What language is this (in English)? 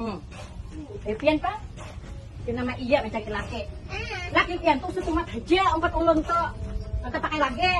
Banjar